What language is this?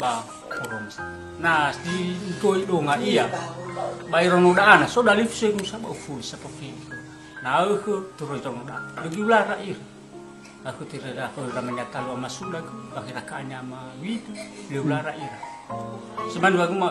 Nias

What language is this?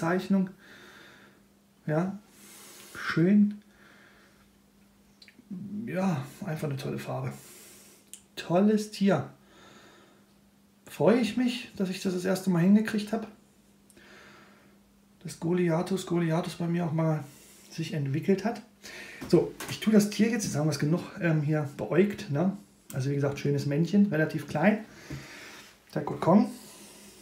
German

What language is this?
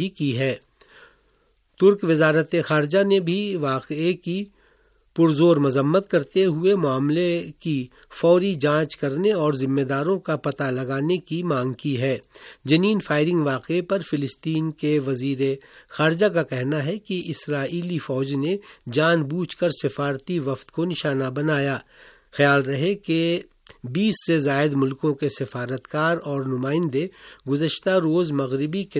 Urdu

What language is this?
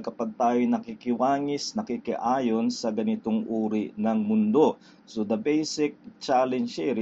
Filipino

